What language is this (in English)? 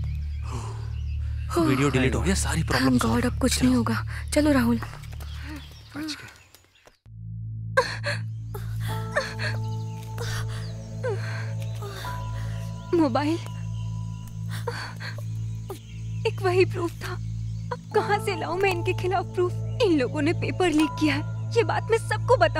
Hindi